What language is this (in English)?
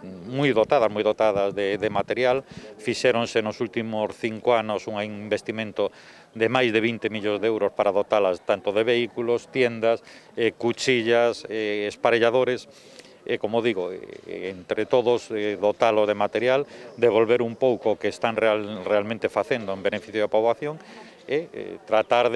Galician